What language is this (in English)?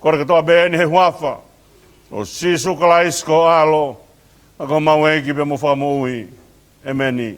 Tongan